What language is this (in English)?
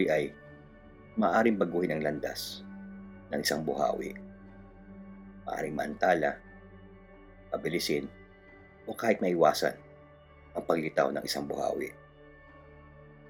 Filipino